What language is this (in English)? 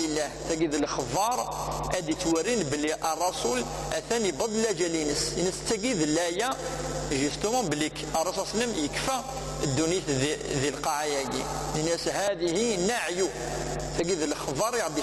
Kabyle